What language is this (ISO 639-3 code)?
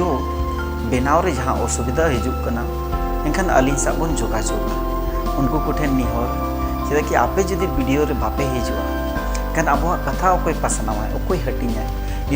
sat